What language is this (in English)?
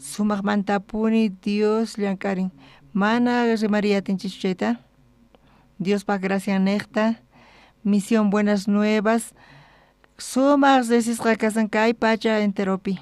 South Bolivian Quechua